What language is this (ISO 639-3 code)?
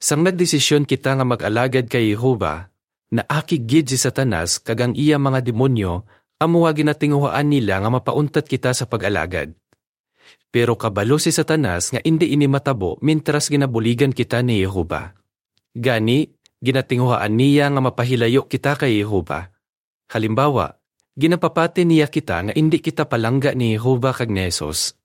hil